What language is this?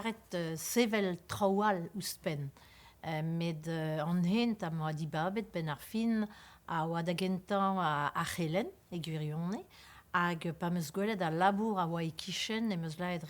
Breton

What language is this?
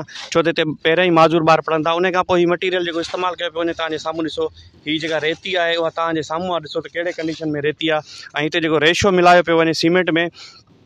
Sindhi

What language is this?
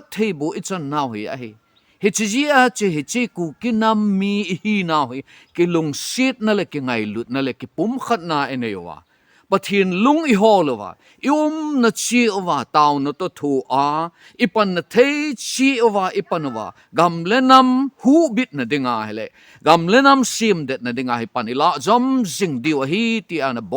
Thado Chin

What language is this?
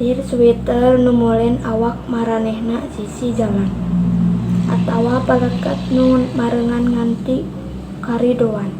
Sundanese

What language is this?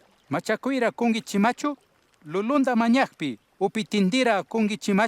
Chimborazo Highland Quichua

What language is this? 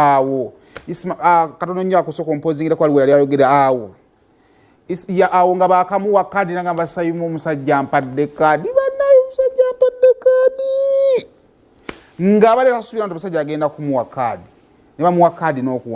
Ganda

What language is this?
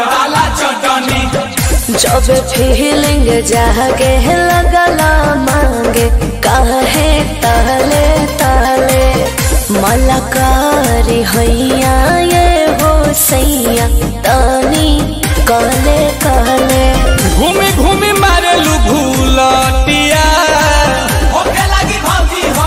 Bhojpuri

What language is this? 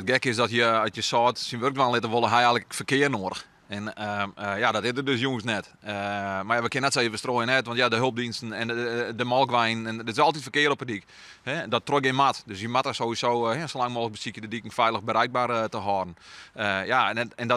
Western Frisian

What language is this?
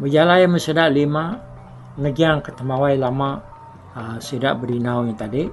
Iban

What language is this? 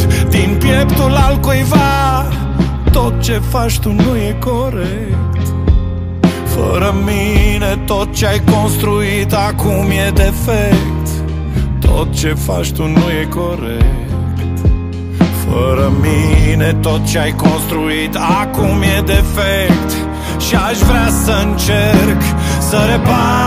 Romanian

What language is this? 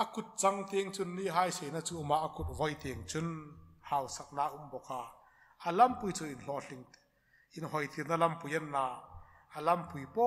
Hmar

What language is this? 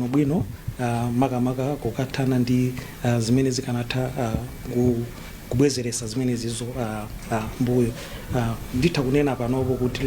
Nyanja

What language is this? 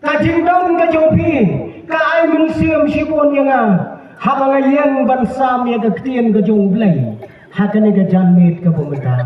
Khasi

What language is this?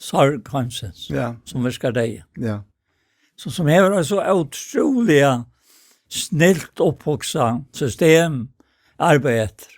Faroese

